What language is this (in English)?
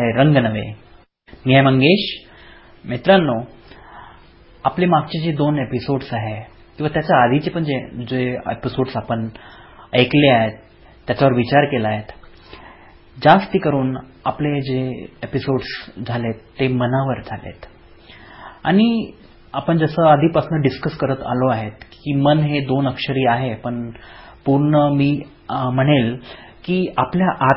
Marathi